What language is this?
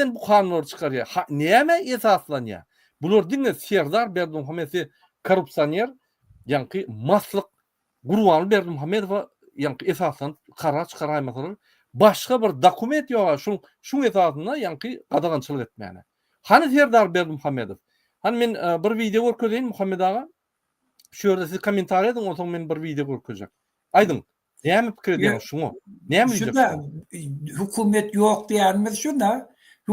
Turkmen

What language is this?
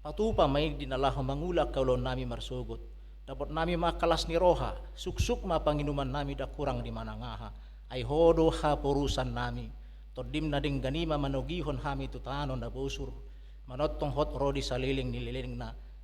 Batak Toba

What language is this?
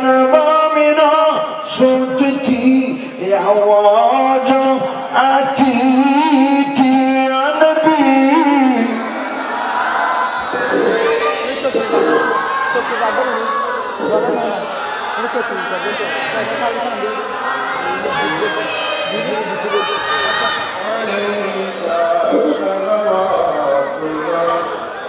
Bangla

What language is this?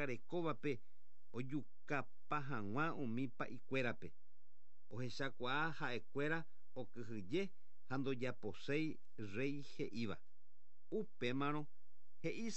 Guarani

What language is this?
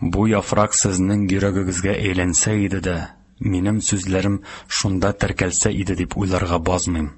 Tatar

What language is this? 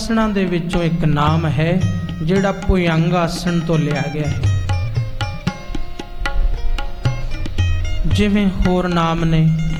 Punjabi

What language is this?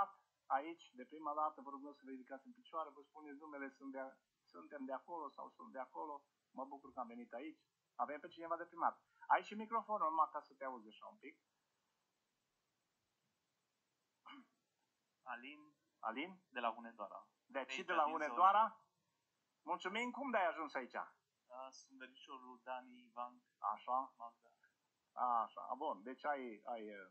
Romanian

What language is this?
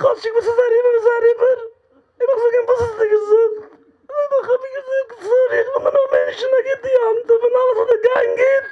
Yiddish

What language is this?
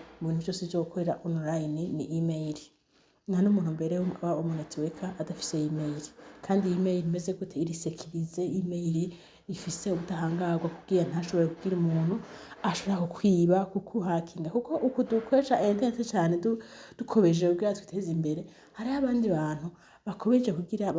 Rundi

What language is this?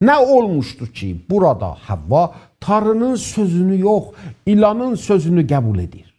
South Azerbaijani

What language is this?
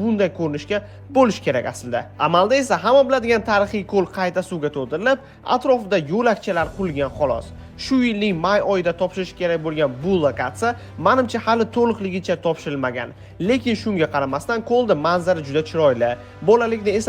Uzbek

